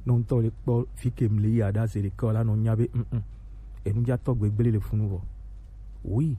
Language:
Gen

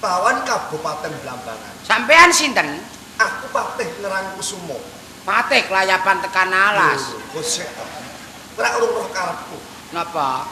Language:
Javanese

